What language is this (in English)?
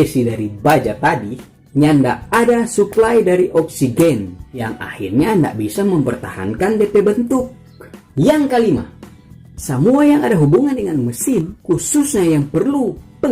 Manado Malay